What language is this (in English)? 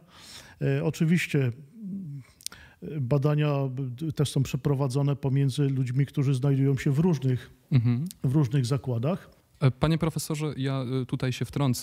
Polish